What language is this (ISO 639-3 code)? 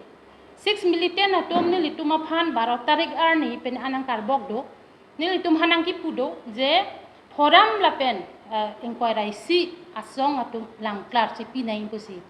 mjw